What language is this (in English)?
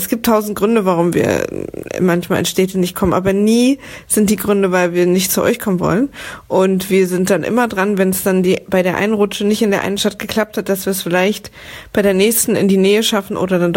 German